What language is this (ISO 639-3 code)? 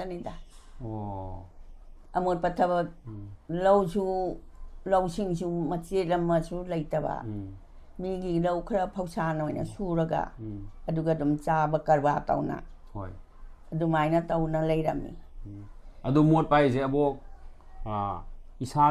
mni